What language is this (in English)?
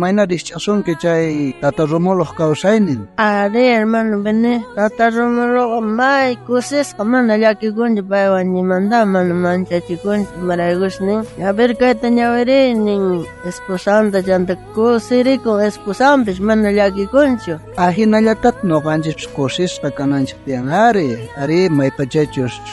South Bolivian Quechua